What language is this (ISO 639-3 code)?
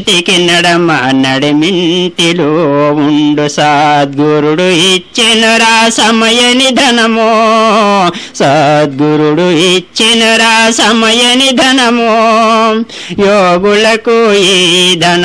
tel